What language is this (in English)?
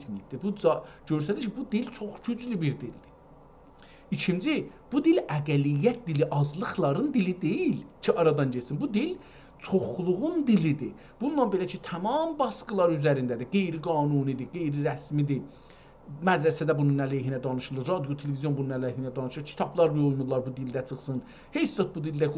South Azerbaijani